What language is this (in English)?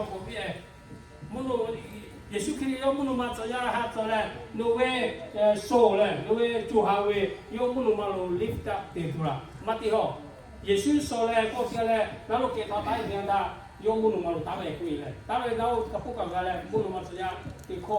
Lahu